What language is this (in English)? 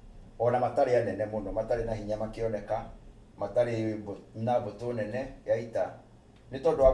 Kikuyu